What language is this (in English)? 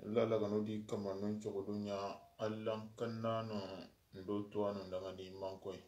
Soninke